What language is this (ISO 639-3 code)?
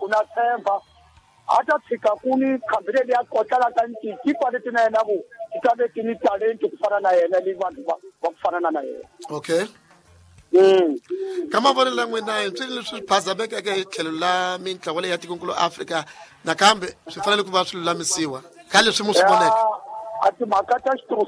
tso